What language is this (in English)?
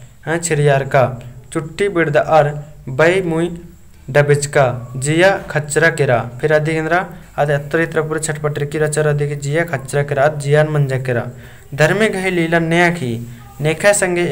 Kurukh